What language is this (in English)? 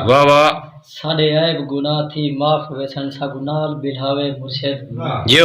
Saraiki